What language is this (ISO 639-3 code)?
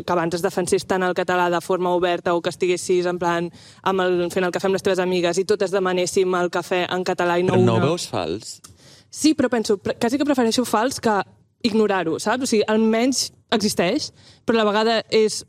cat